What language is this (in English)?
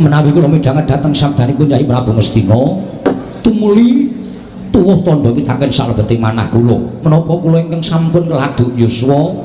Javanese